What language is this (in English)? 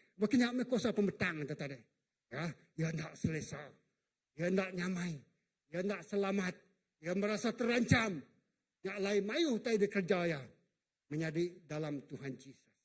Iban